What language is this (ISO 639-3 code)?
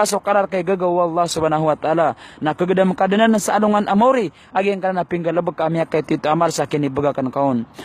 mrw